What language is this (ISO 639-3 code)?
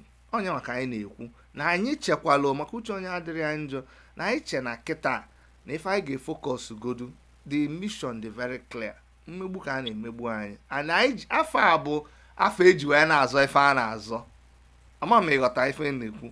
ibo